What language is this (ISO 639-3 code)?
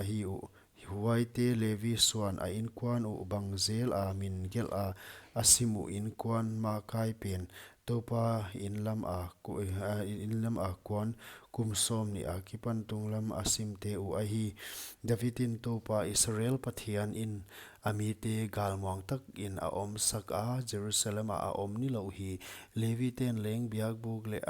pck